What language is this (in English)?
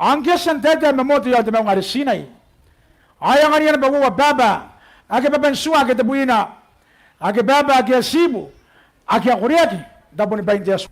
Gilbertese